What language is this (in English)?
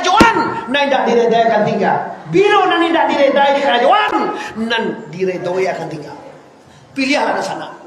Minangkabau